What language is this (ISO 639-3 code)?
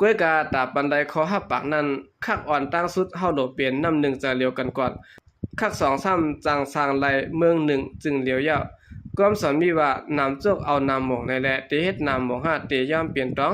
shn